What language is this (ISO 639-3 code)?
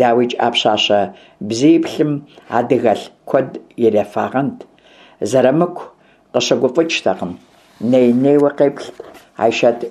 kbd